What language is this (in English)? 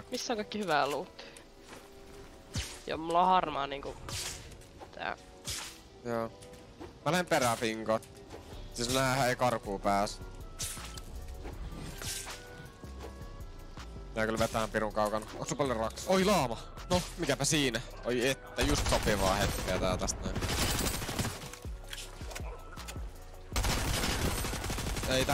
Finnish